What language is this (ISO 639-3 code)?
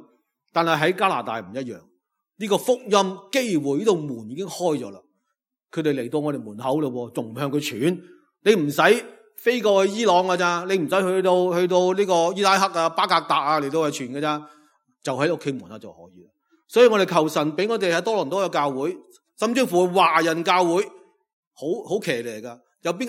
yue